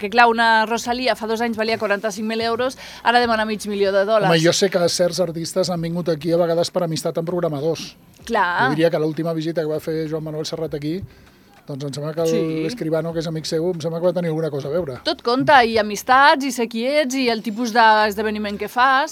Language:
Catalan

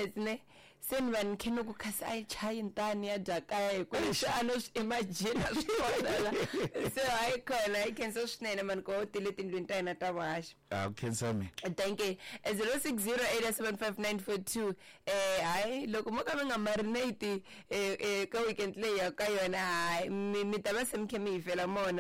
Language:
Tsonga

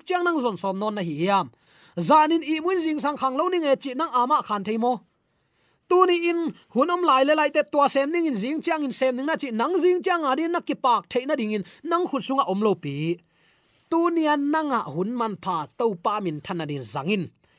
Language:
Tedim Chin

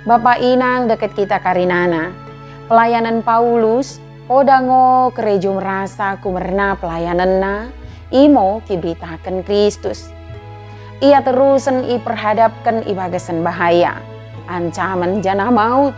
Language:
Batak Dairi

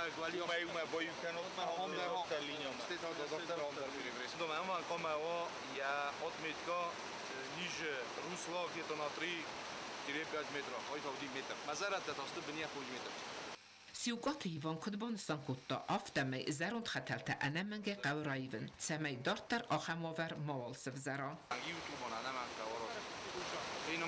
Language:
Ossetic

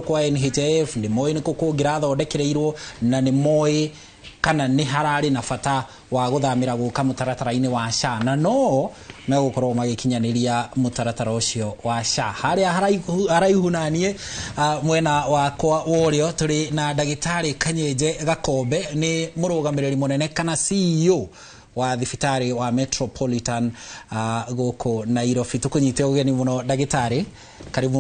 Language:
Kikuyu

